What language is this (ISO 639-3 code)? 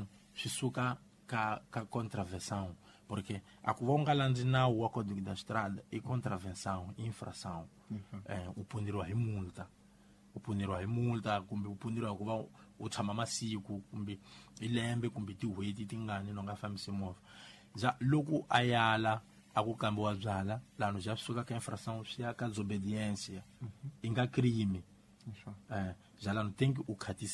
tso